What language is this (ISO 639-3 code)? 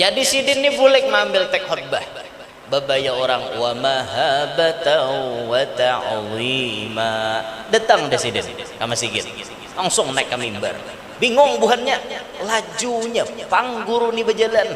bjn